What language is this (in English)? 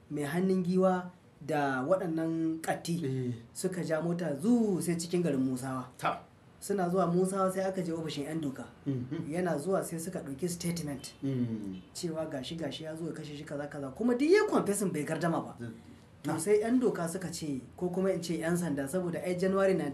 Hausa